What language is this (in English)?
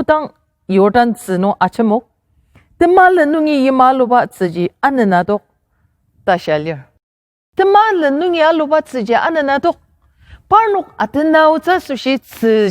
Ao Naga